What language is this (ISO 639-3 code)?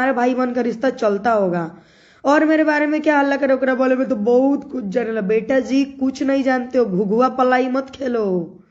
bho